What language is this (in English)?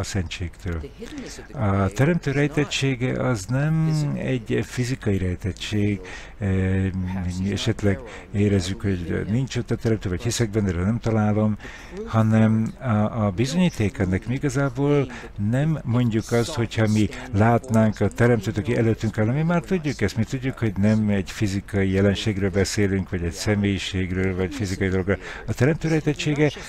Hungarian